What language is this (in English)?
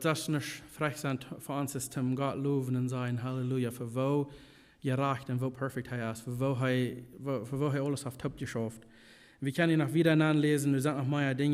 Plautdietsch